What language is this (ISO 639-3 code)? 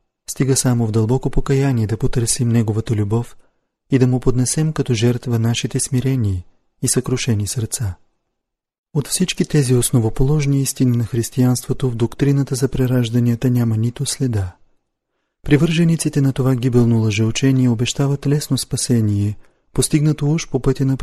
bul